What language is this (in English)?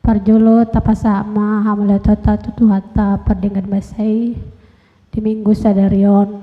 Batak Toba